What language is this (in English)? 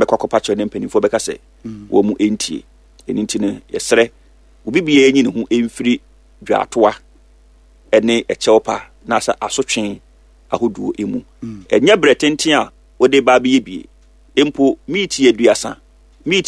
Akan